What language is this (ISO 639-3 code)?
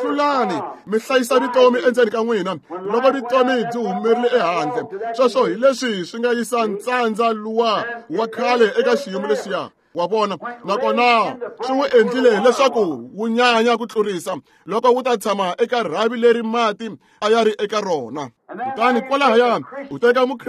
tso